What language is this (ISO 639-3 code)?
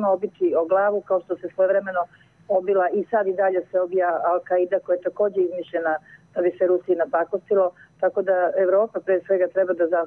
srp